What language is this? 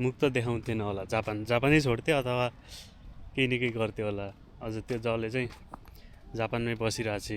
Nepali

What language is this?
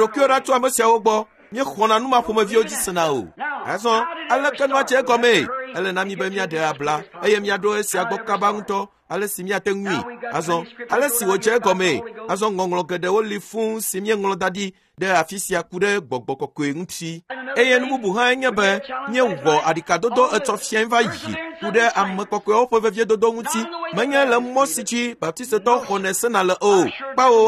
Ewe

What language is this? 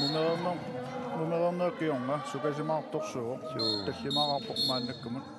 Kalaallisut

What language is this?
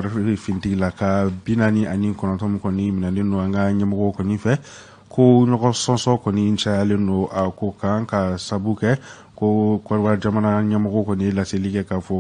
Bambara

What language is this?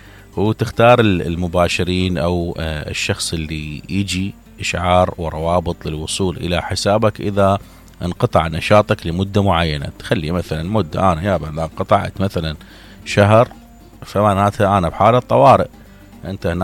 Mesopotamian Arabic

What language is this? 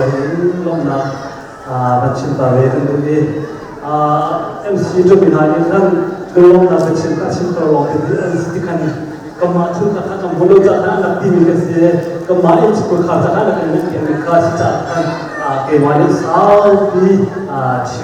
Hakha Chin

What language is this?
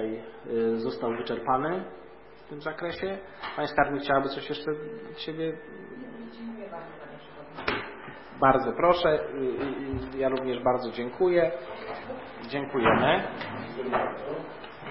Polish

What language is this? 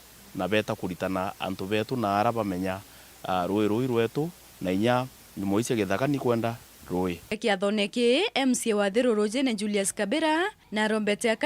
Meru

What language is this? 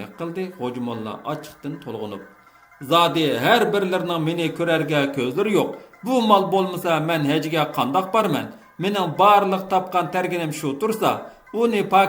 Uyghur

